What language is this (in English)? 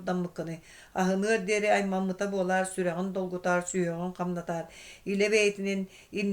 Yakut